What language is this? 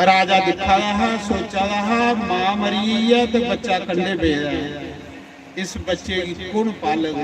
Dogri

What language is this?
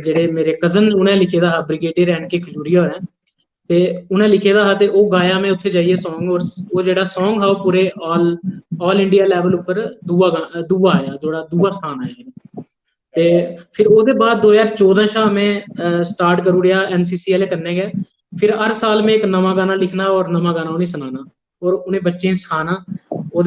Dogri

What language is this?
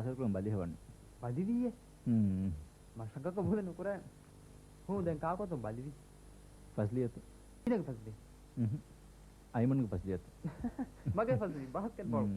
Divehi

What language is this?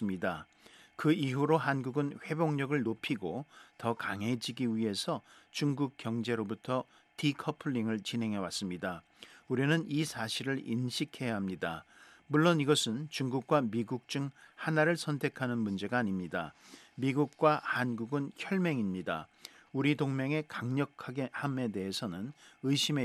Korean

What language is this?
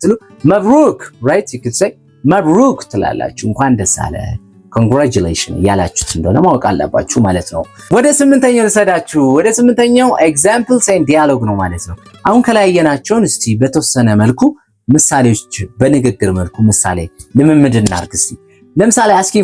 Amharic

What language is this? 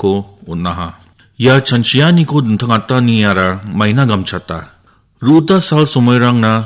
Garo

